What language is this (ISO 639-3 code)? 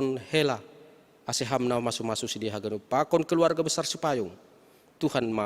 bts